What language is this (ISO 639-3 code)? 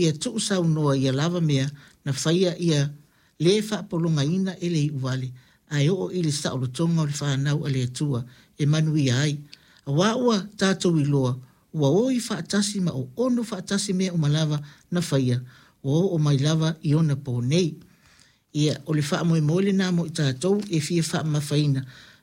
smo